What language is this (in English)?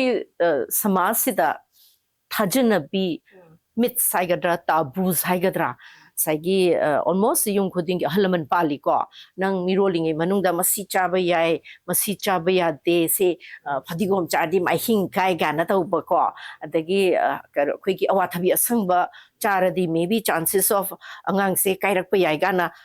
Manipuri